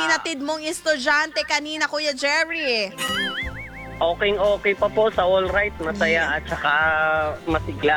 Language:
Filipino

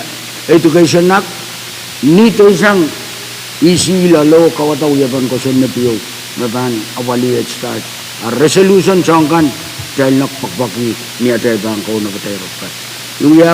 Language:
Pohnpeian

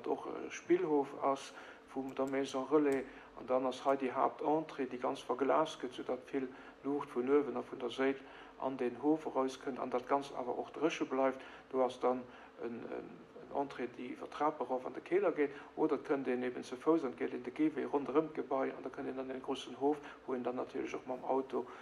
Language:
Luxembourgish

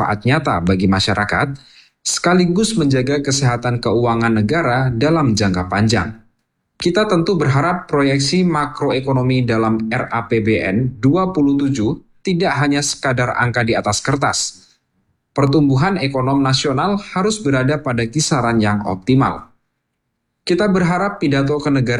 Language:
Indonesian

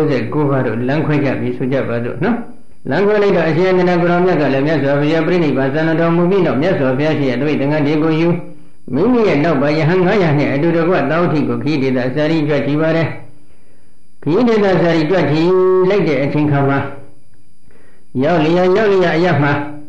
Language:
Burmese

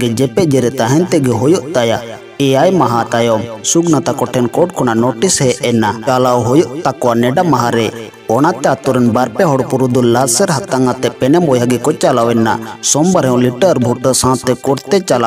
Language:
Santali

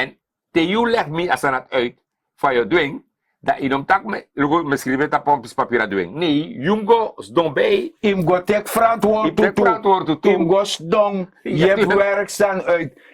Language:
Sranan Tongo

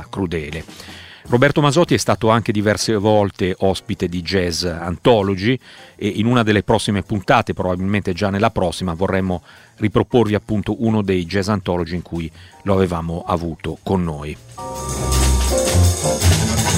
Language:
Italian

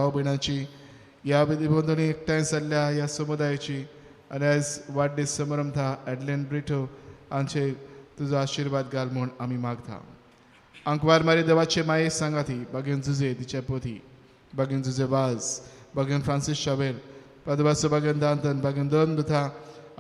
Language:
Konkani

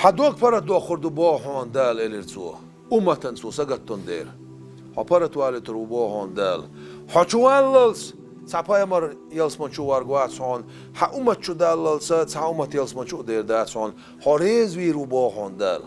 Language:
Chechen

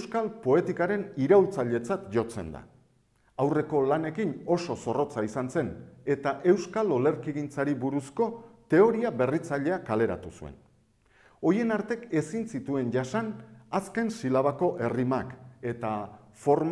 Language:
Basque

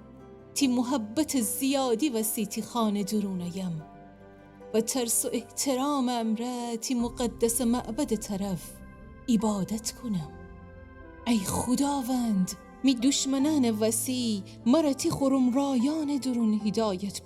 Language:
Gilaki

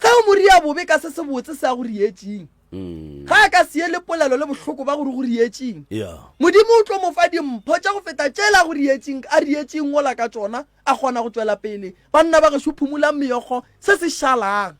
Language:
Northern Sotho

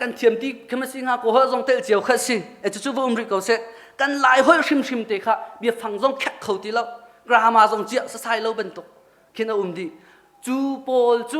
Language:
Hakha Chin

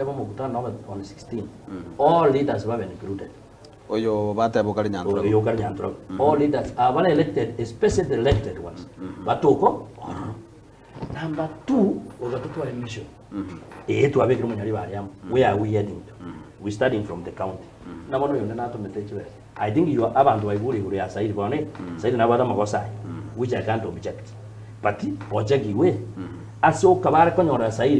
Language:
Gusii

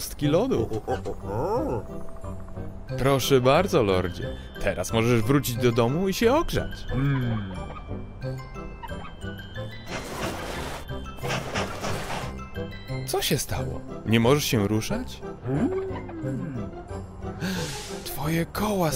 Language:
Polish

